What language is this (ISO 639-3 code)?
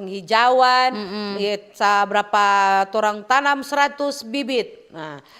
xmm